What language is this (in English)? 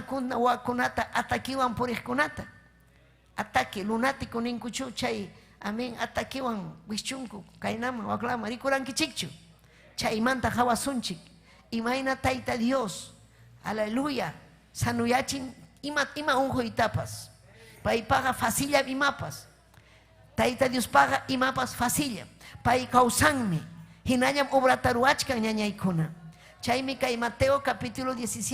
Ayacucho Quechua